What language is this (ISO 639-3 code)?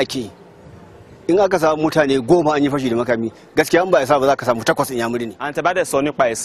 hau